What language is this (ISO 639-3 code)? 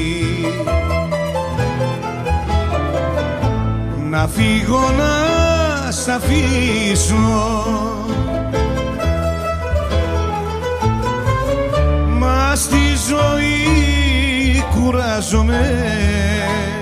ell